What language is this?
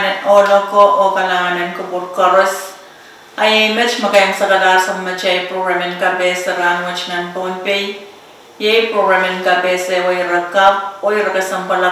Pohnpeian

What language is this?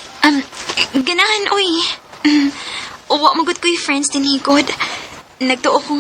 Cebuano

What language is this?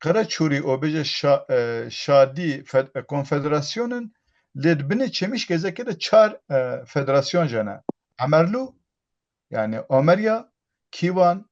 Kurdish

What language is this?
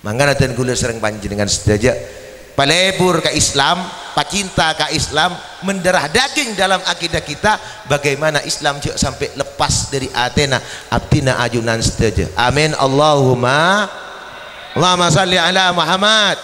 Madurese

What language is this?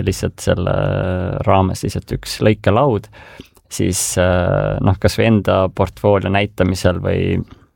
Estonian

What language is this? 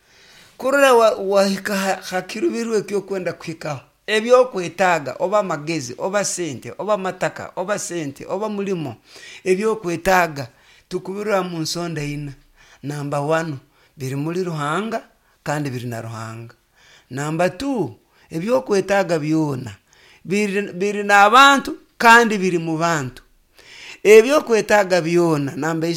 Nyoro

